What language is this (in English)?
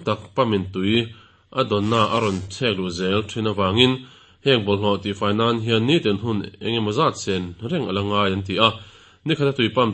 Mizo